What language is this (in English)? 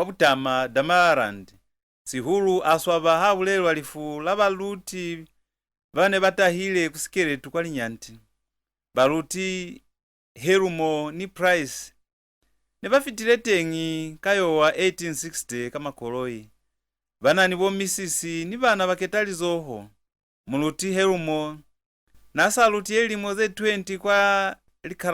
Lozi